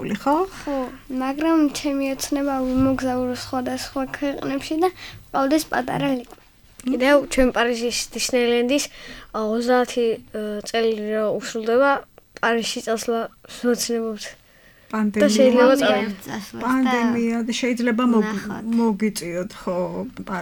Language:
Georgian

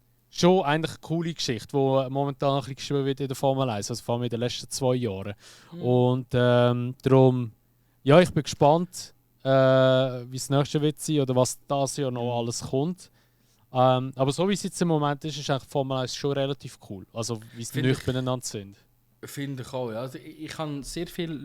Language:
Swiss German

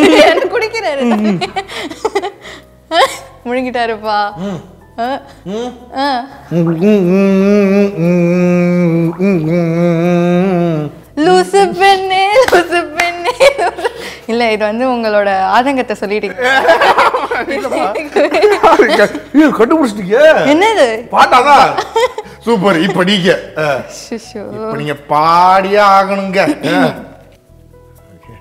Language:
Tamil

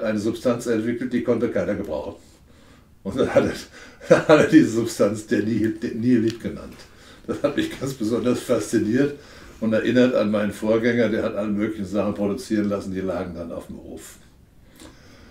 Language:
German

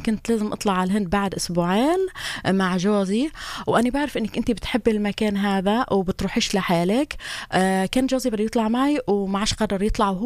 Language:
North Levantine Arabic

